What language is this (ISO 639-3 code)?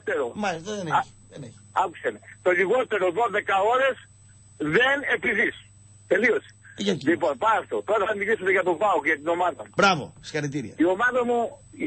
ell